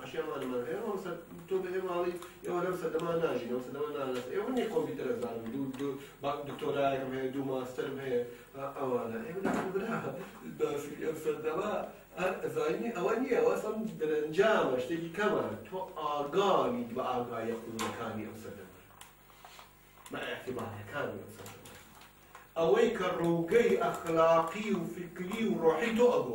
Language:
Central Kurdish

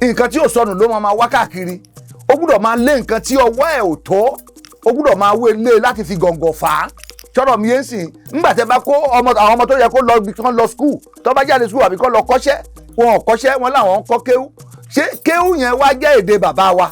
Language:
Yoruba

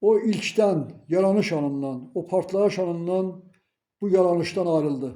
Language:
Azerbaijani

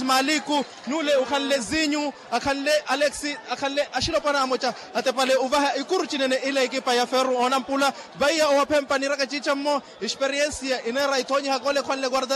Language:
Makhuwa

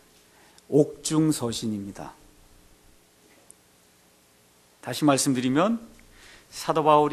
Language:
Korean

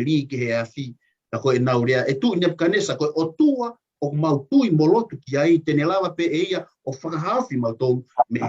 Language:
Tongan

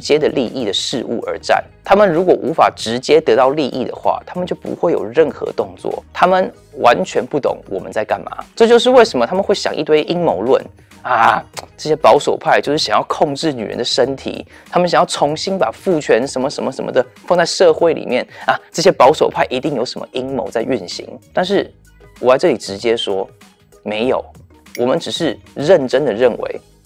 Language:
Chinese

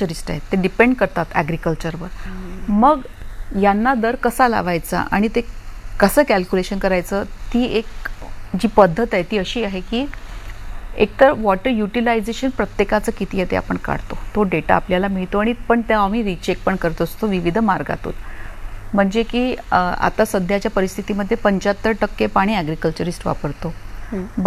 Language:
Marathi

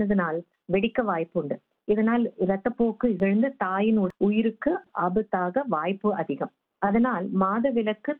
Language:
Tamil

